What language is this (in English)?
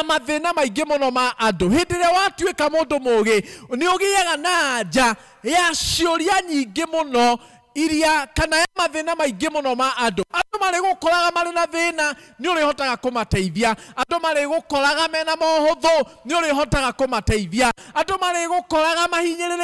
Kikuyu